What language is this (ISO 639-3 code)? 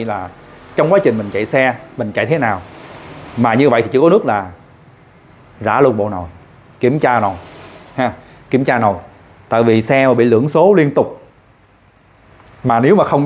vie